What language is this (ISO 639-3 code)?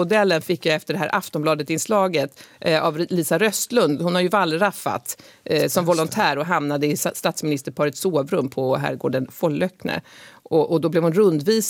swe